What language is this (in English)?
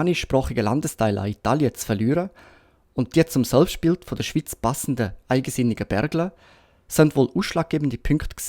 Swiss German